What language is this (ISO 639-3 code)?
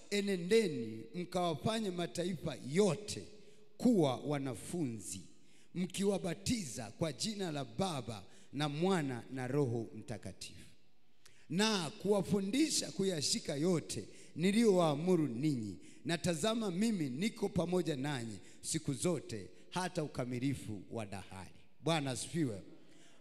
swa